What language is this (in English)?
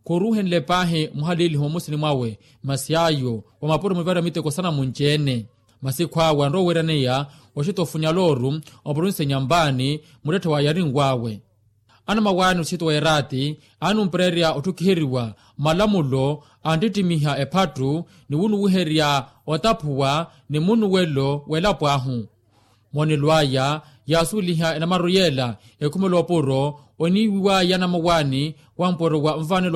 Makhuwa